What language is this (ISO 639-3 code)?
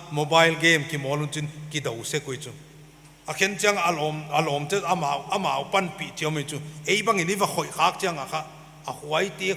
pck